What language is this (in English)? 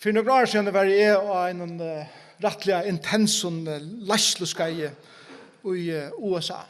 Faroese